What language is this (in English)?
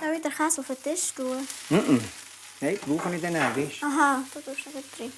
Swiss German